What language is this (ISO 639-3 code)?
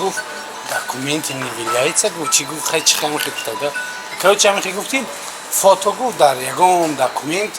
tgk